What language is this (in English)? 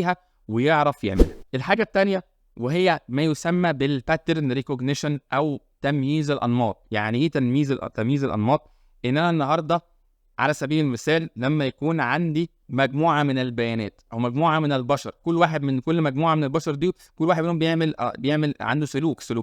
Egyptian Arabic